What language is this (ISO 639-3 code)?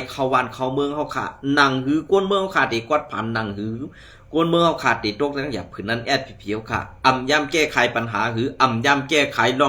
shn